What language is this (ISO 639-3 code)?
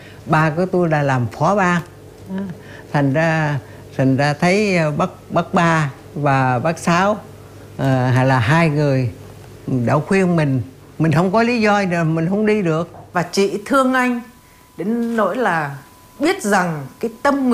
vie